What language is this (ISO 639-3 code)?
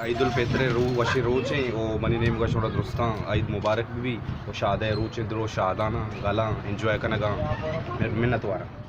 bal